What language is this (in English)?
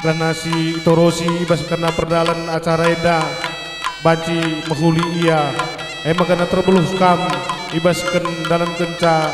Batak Karo